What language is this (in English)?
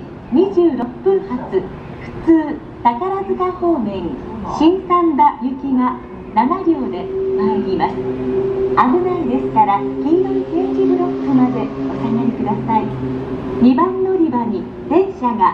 Japanese